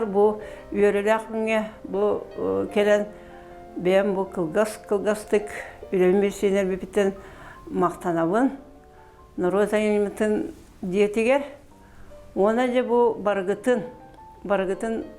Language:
Yakut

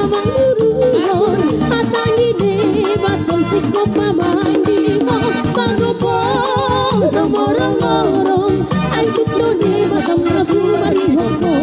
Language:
Batak Toba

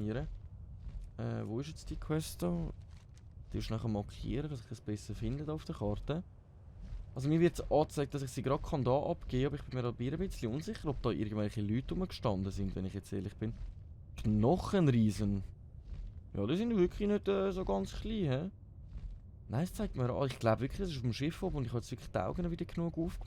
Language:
Swiss German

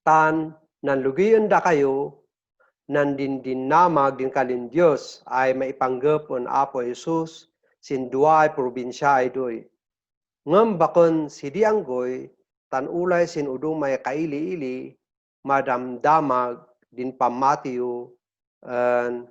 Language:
Kankanaey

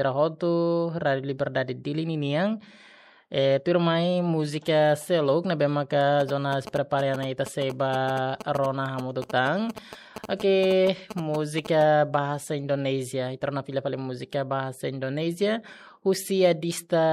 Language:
Tetum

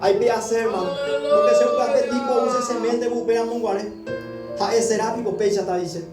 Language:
Guarani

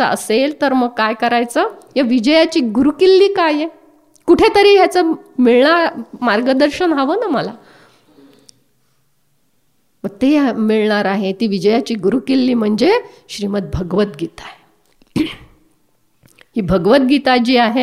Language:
Marathi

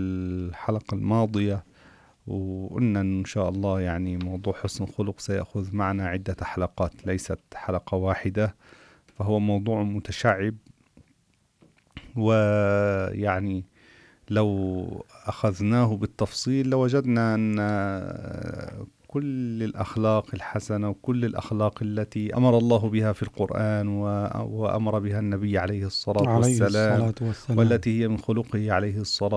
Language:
Arabic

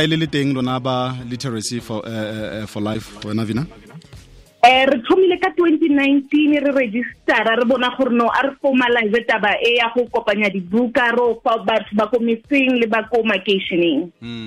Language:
Tswana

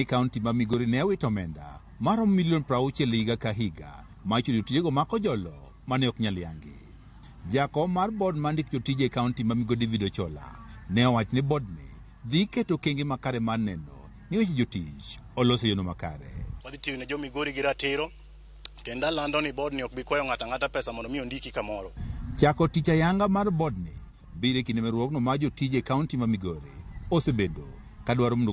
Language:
Luo (Kenya and Tanzania)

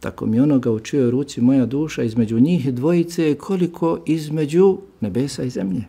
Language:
Bosnian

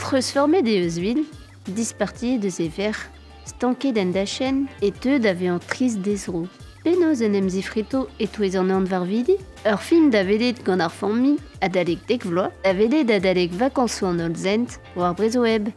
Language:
Breton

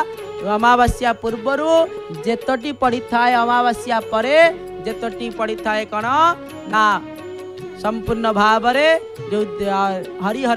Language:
Odia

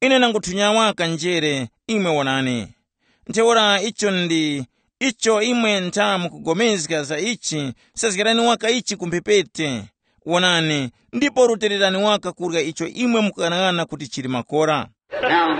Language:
Tumbuka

